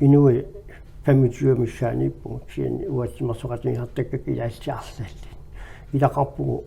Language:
Kalaallisut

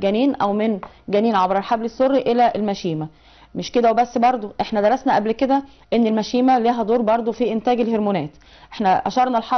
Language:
Egyptian Arabic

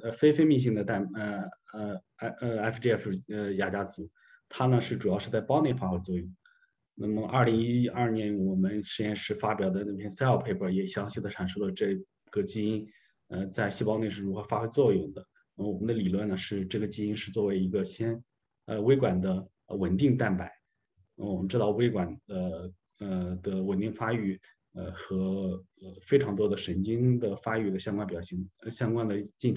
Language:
Chinese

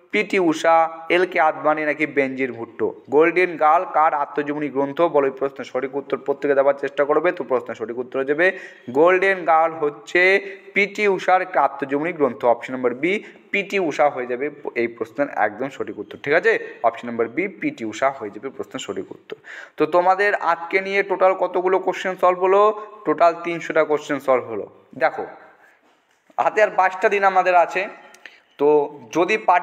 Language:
Bangla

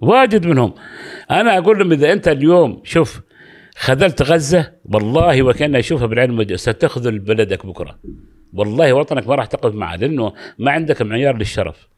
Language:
Gulf Arabic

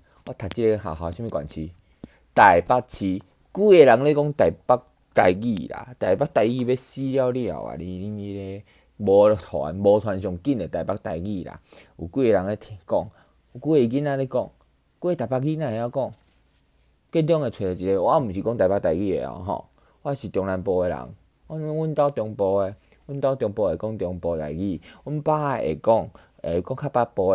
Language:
Min Nan Chinese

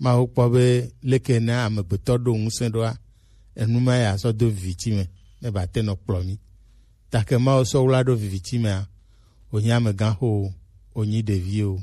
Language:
Gen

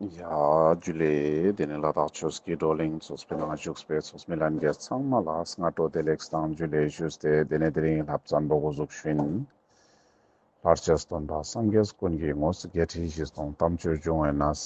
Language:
Ladakhi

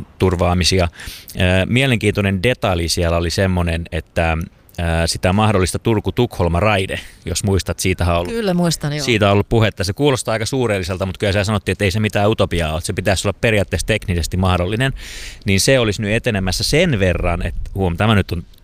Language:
Finnish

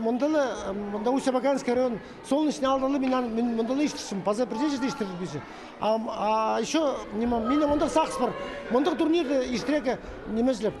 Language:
Khakas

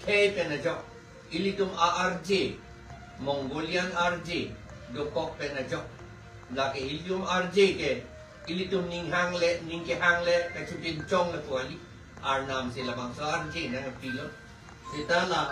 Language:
Karbi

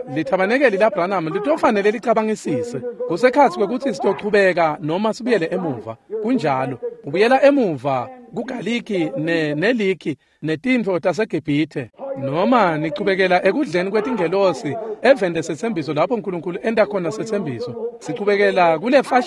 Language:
Swati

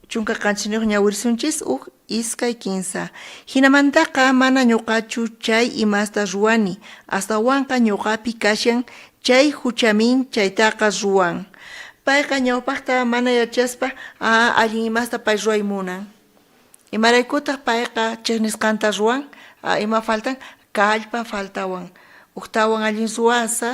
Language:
South Bolivian Quechua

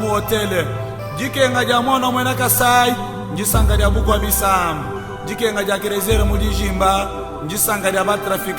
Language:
Luba-Lulua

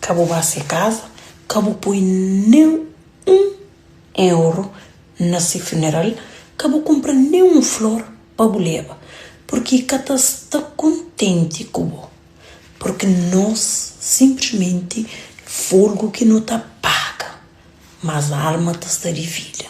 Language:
Kabuverdianu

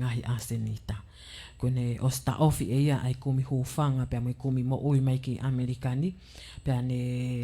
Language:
Tongan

